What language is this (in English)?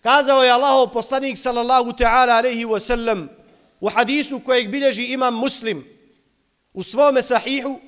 Bosnian